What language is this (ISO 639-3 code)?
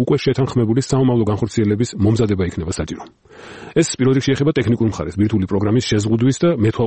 kat